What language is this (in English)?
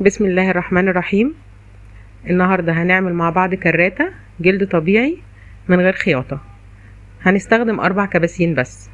Egyptian Arabic